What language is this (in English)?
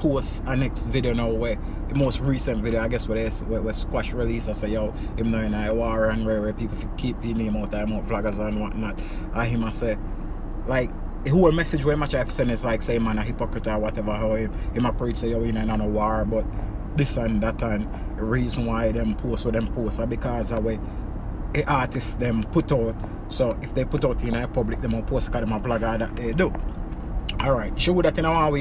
Jamaican Creole English